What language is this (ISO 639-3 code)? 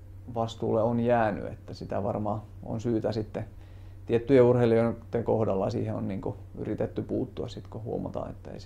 fin